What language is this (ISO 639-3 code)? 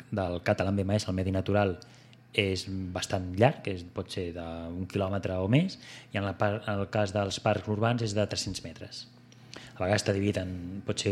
cat